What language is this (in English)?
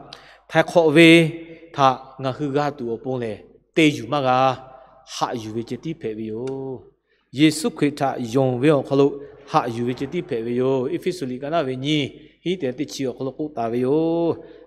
Lahu